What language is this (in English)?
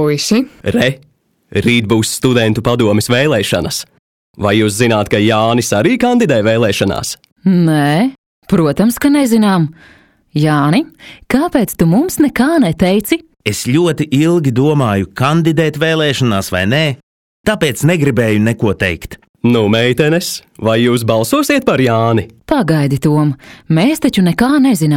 Latvian